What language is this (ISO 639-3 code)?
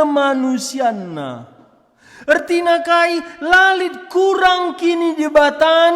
btx